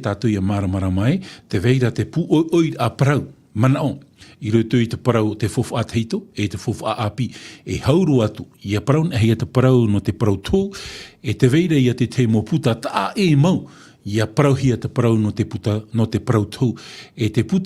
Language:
Tahitian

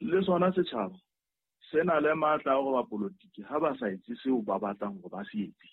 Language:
Southern Sotho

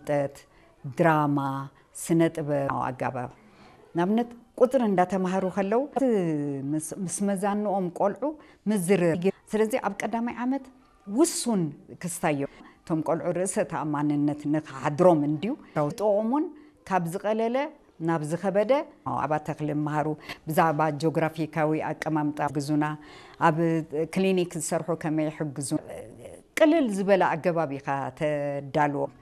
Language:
Tigrinya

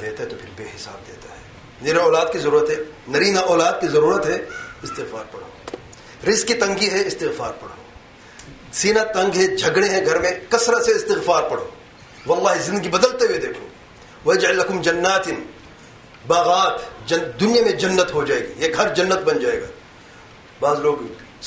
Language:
Urdu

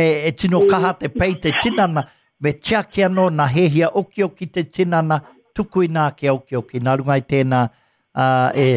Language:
Māori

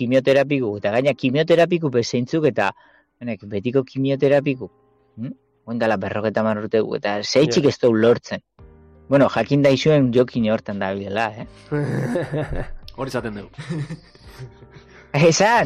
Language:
Basque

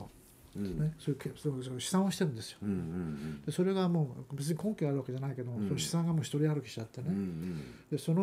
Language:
Japanese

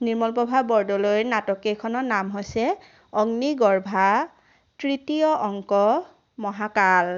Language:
Assamese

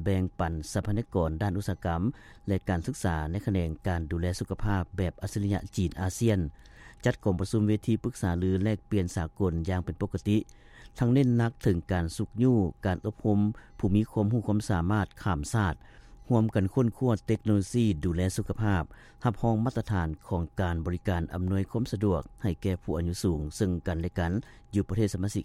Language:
Lao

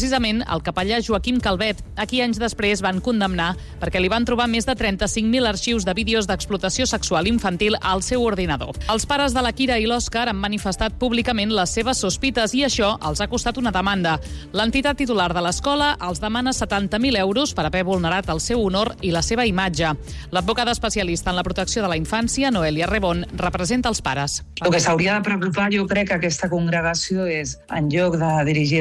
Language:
Catalan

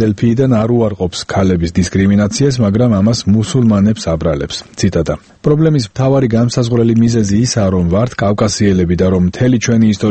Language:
Georgian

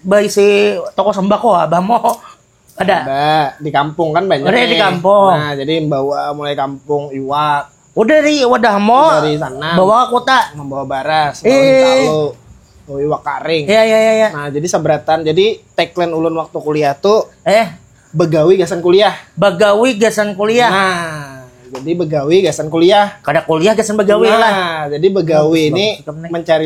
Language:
Banjar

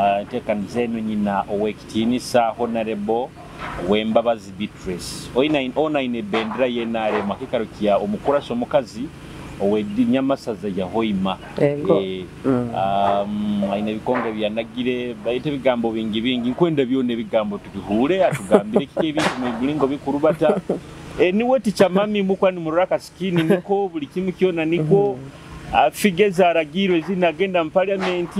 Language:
Nyoro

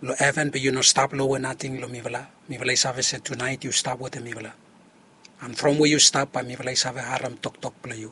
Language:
Bislama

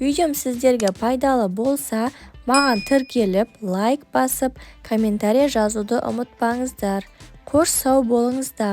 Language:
Kazakh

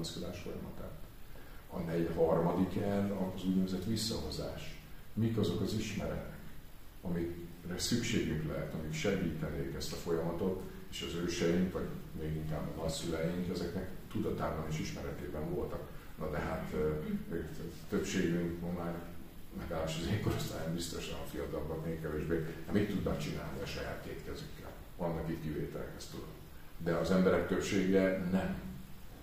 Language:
Hungarian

